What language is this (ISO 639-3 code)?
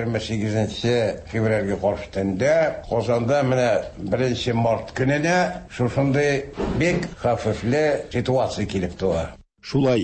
tat